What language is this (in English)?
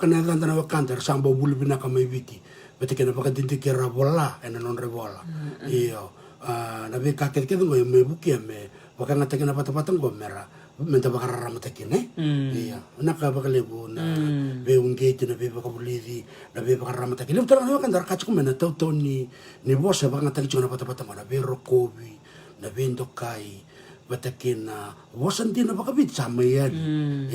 Fijian